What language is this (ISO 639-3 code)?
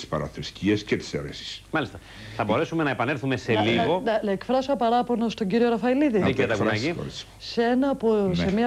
ell